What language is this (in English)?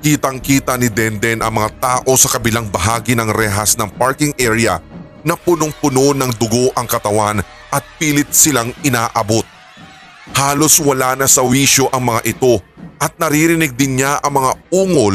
Filipino